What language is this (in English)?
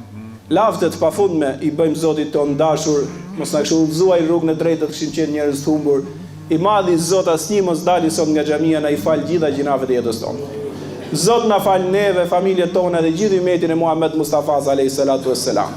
Albanian